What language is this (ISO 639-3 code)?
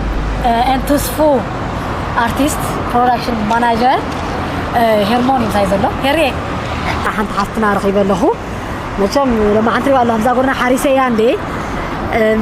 tir